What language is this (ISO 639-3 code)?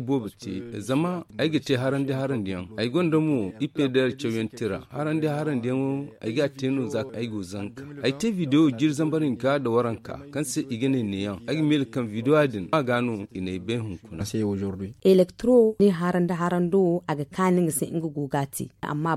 dje